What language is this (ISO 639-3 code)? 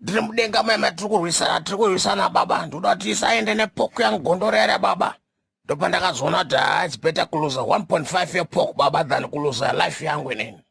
sna